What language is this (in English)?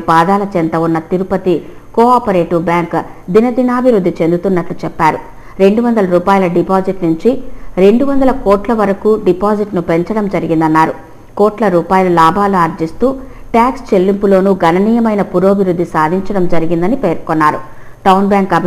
Telugu